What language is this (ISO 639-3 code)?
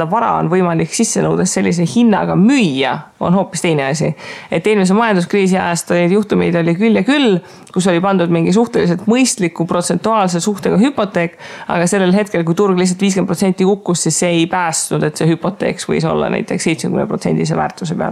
est